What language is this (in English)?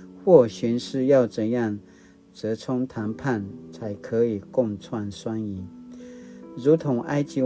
Paiwan